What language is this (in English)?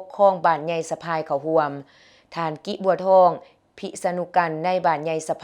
Lao